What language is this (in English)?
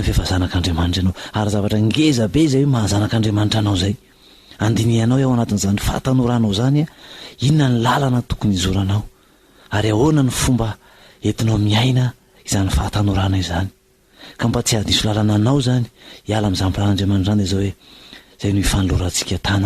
Malagasy